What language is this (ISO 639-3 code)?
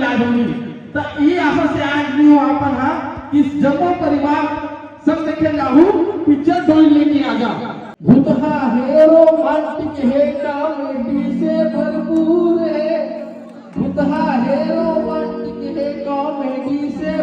hne